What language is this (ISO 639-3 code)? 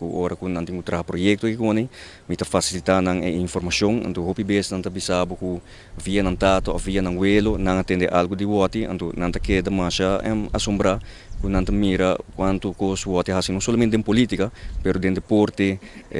pap